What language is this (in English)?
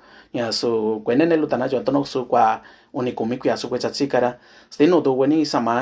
Mixtepec Mixtec